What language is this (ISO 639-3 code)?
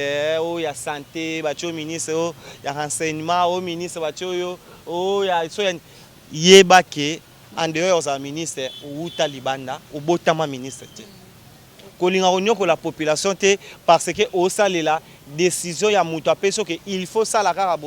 lin